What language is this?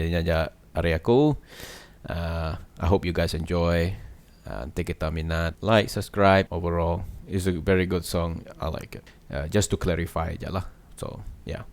Iban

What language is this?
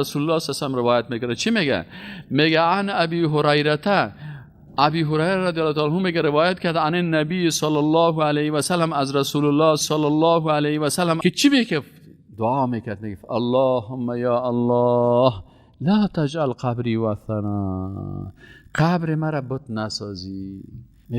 Persian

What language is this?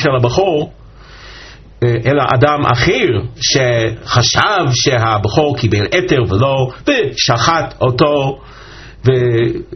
Hebrew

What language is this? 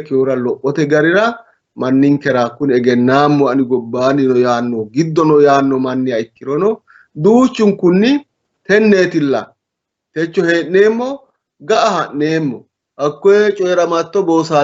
Sidamo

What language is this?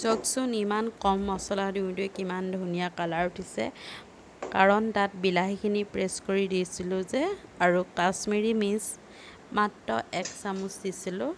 Assamese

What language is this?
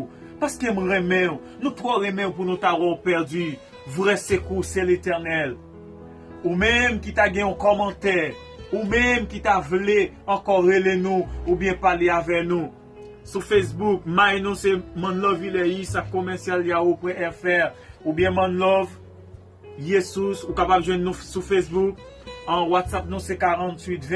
Haitian Creole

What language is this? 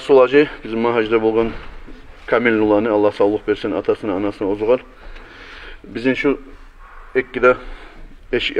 Kumyk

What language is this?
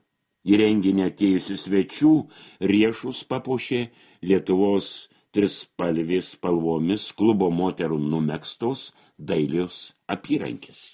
Lithuanian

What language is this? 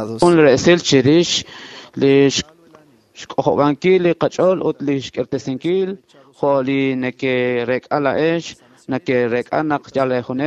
Kekchí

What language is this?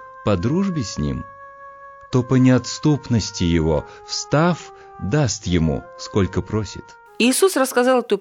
Russian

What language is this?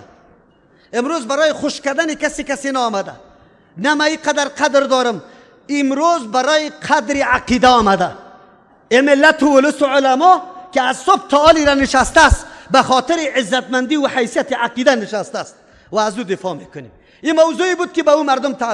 Persian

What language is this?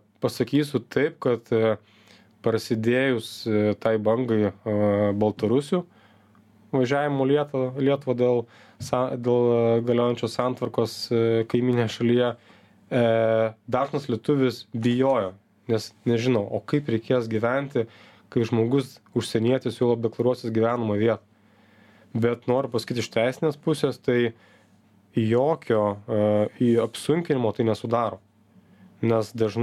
Lithuanian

